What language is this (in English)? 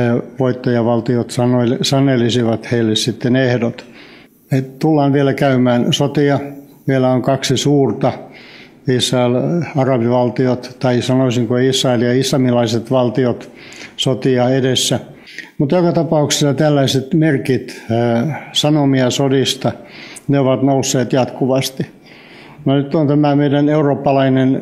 Finnish